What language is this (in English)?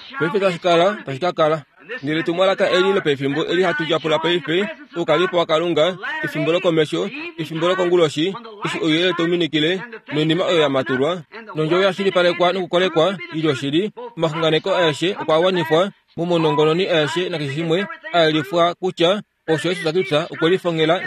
Kuanyama